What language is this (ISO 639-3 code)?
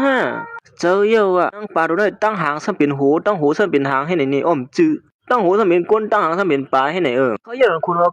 shn